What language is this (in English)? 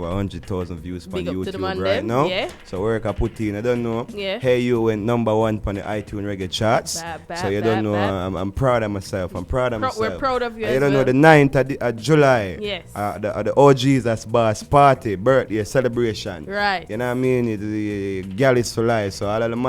Jamaican Creole English